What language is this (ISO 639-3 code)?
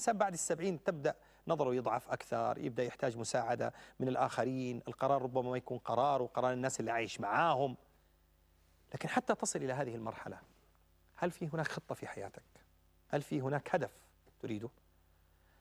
ara